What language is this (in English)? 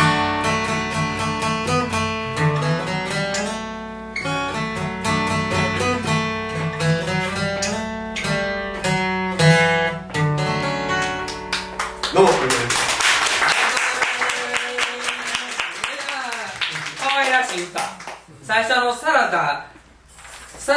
Japanese